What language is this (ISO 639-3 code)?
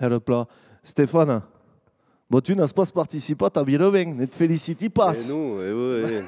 oci